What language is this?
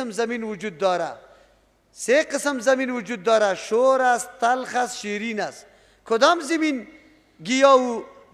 Persian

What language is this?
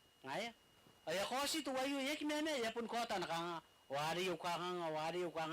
Gilbertese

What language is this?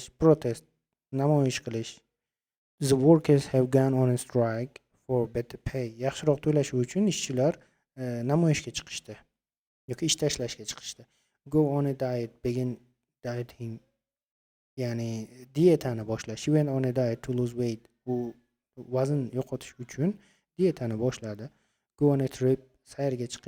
Uzbek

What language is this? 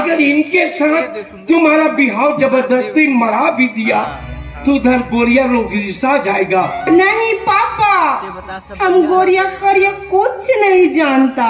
Chhattisgarhi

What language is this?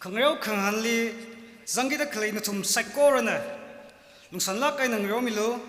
Tangkhul Naga (India)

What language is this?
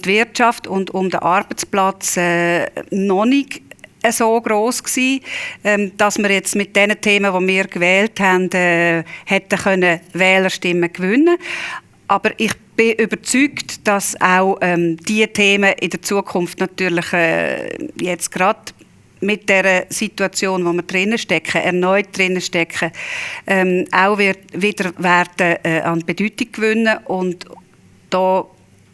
Swiss German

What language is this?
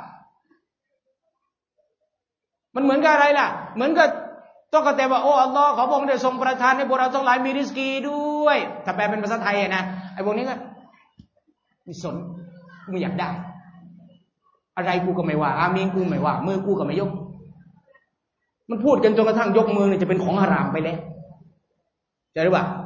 Thai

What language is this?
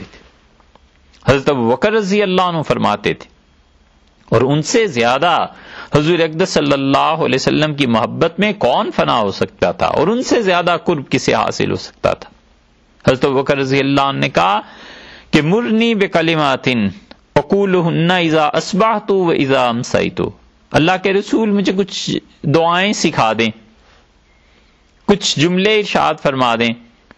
Urdu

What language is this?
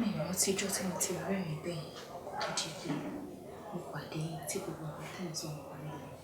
Yoruba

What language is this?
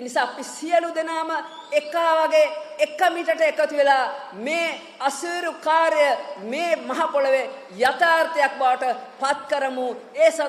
Sinhala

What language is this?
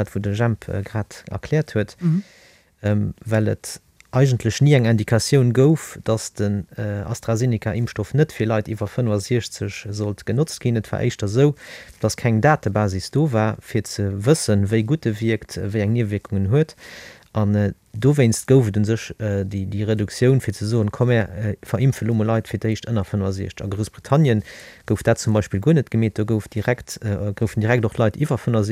Luxembourgish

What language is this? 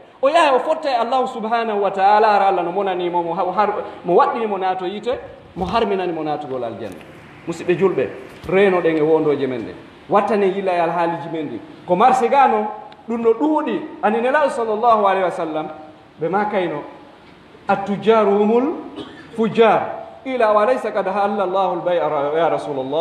Pular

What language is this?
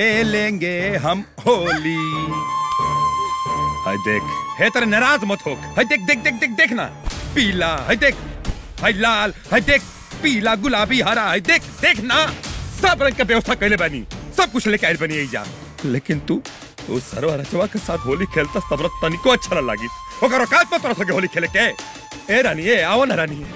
Bhojpuri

